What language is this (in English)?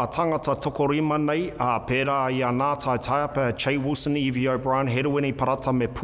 Māori